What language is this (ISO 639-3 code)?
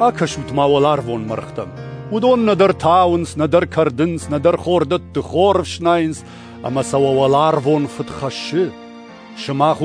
oss